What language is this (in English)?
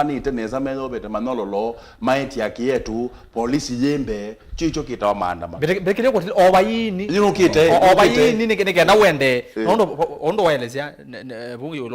Kamba